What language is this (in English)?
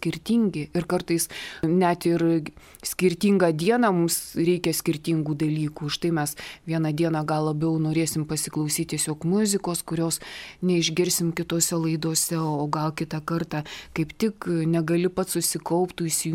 Lithuanian